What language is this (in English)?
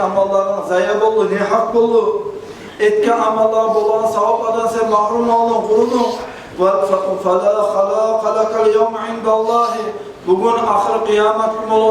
Kumyk